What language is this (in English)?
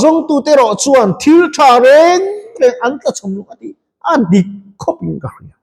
Mizo